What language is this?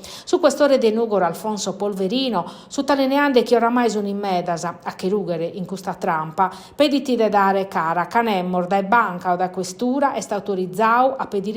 Sardinian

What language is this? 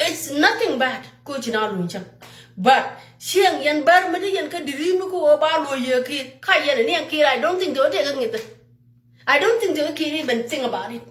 Nuer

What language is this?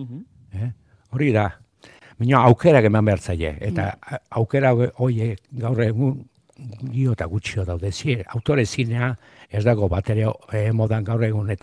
Basque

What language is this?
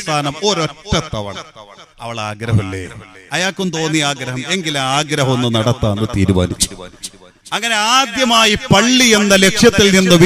Malayalam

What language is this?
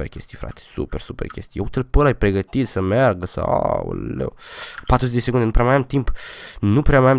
Romanian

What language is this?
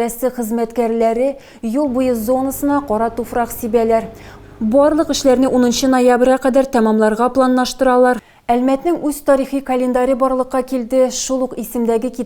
Tatar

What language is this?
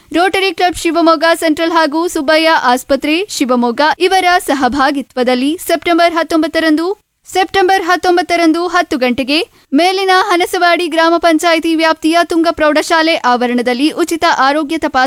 Kannada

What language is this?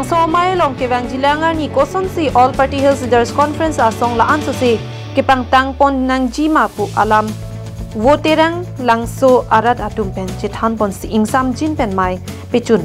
Karbi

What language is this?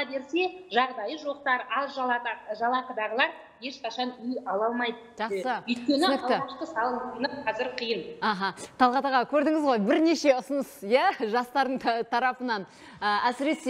Kazakh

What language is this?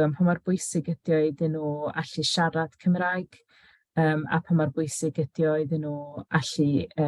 Welsh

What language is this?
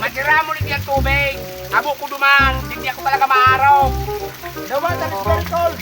Bikol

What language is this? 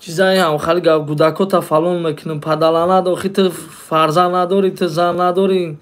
Tajik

